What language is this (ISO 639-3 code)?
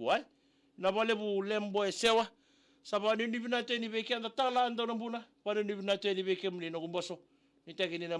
fij